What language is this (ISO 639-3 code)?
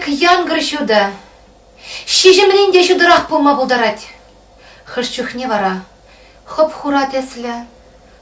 chv